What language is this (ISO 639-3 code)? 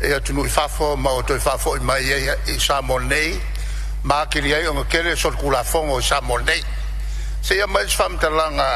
smo